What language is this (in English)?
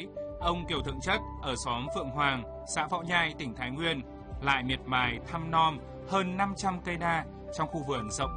Vietnamese